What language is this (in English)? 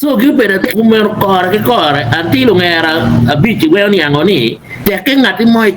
Acoli